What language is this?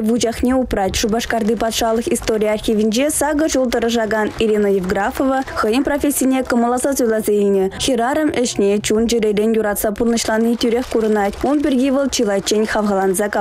Chuvash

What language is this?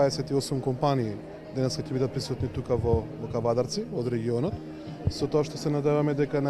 Macedonian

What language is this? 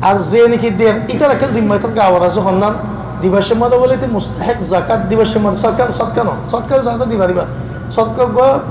Rohingya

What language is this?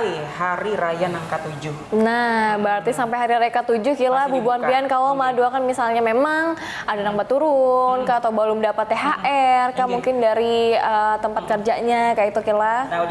Banjar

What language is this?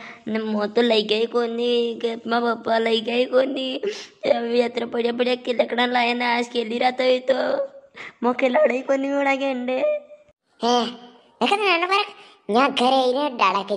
Rajasthani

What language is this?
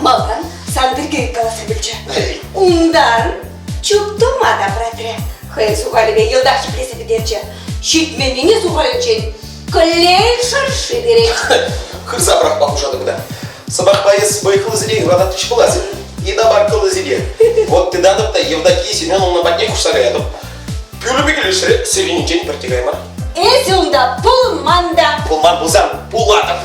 Chuvash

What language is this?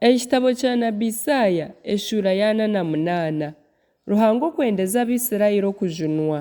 Nyankole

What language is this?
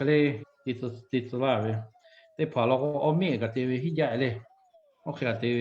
Lahu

